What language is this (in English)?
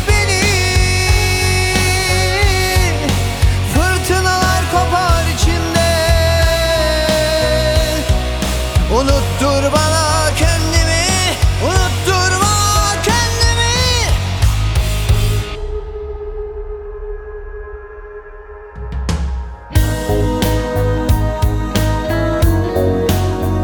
Turkish